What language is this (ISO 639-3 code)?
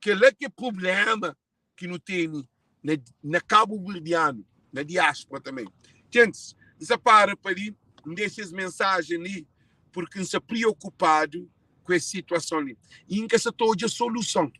kea